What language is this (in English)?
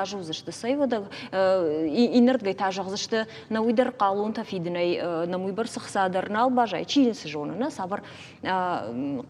Ossetic